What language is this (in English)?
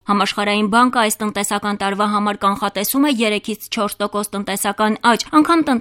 Armenian